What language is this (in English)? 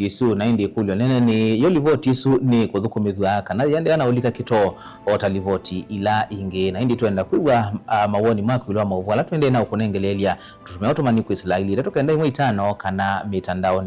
Kamba